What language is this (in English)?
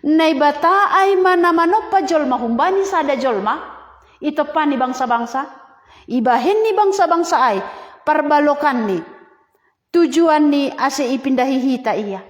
Batak Simalungun